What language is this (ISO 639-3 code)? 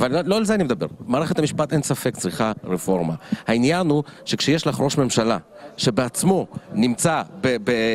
heb